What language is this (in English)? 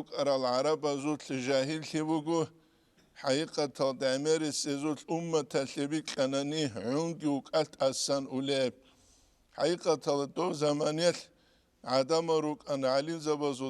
Avaric